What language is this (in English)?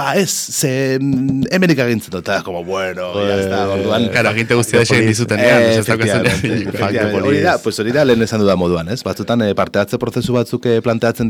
Basque